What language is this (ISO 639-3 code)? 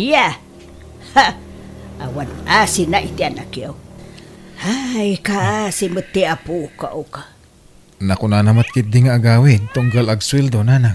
ilo